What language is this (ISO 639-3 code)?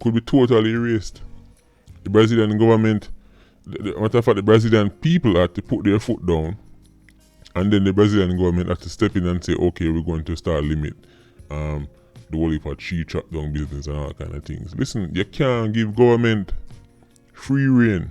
jam